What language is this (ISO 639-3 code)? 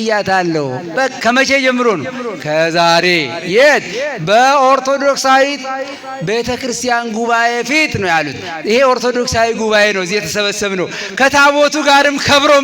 amh